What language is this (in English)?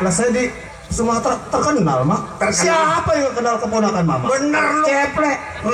Betawi